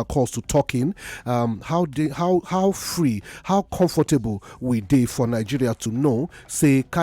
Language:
Nigerian Pidgin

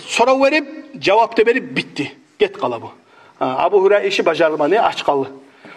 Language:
Kumyk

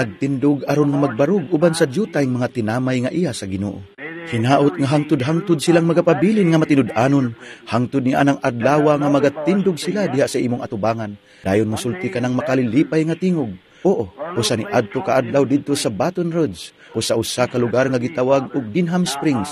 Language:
Cebuano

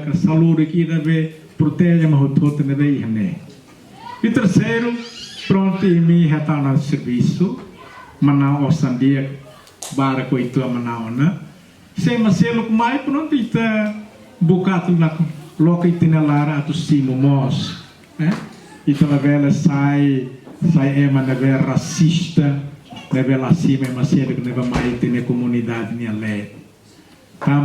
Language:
Tetum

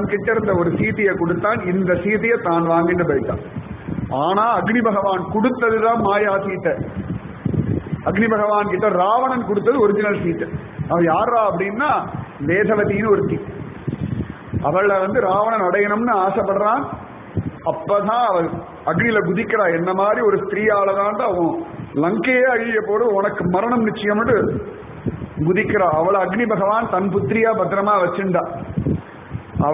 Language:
Tamil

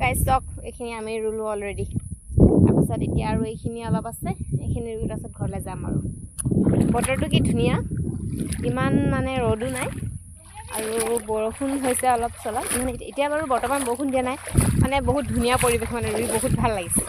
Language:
Assamese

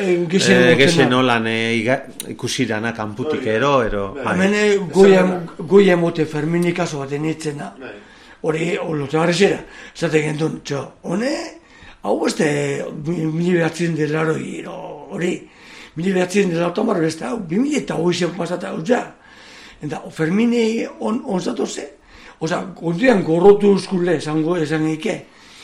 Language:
Basque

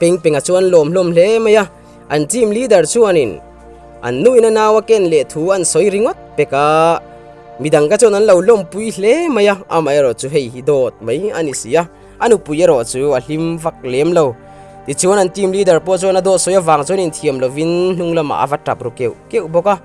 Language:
Mizo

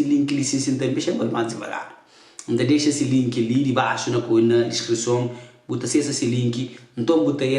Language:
Kabuverdianu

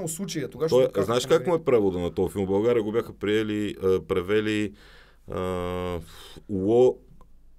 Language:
Bulgarian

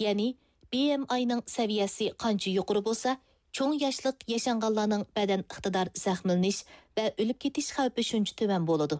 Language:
Uyghur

